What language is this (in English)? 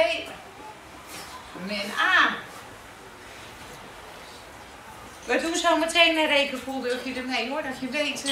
Dutch